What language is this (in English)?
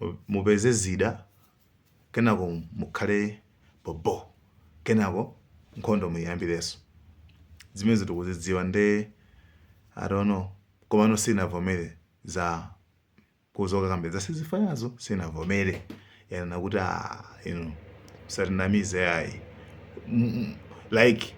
Nyanja